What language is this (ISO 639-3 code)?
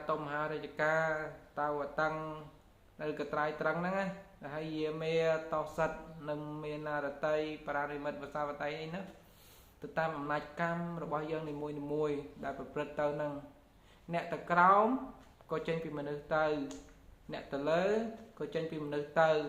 khm